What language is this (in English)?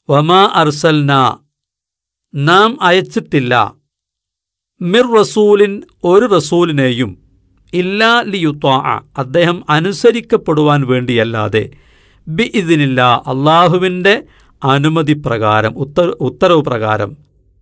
Malayalam